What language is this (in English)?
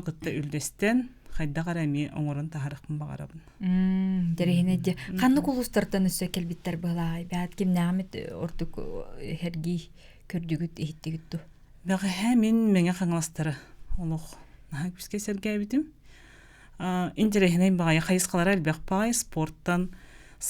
Yakut